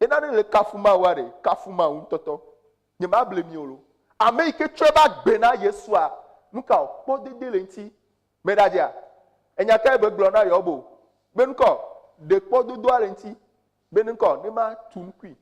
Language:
Ewe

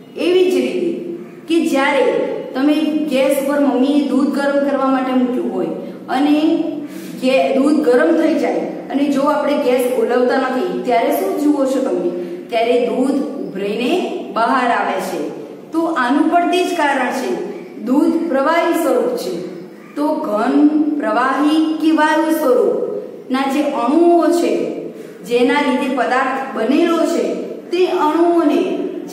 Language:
Gujarati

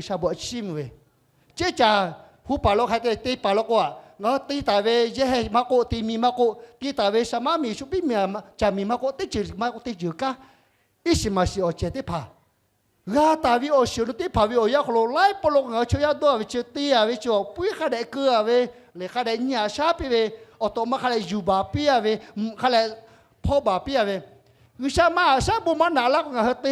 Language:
Lahu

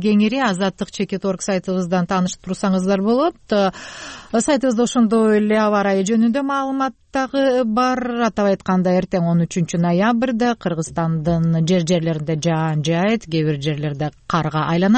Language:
Kyrgyz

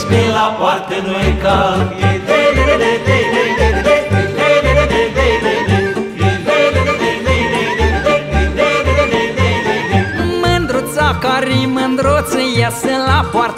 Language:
Romanian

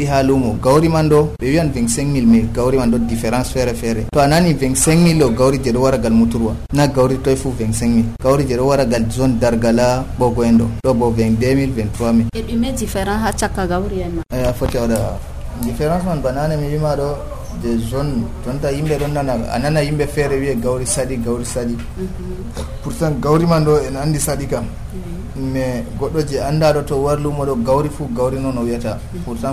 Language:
Nigerian Fulfulde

